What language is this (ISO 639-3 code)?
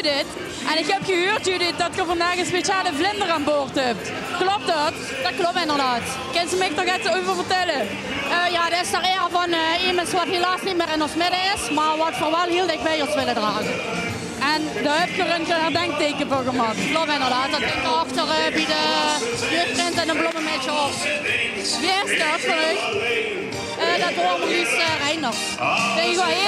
lim